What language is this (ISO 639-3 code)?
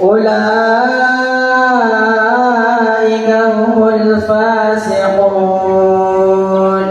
mrw